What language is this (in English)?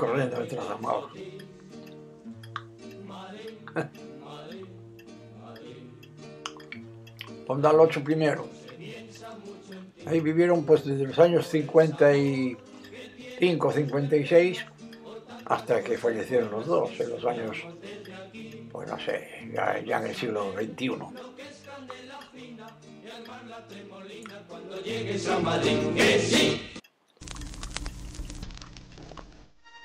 Spanish